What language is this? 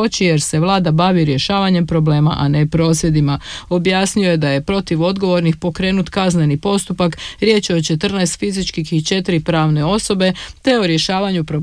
Croatian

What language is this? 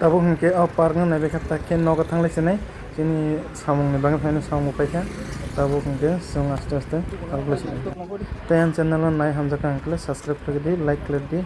Kok Borok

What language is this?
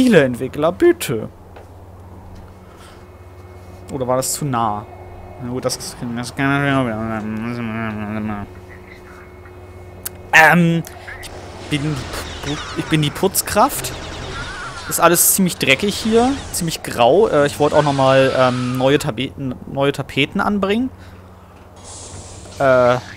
German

